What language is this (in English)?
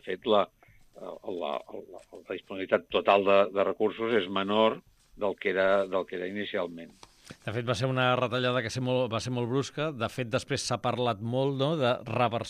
Catalan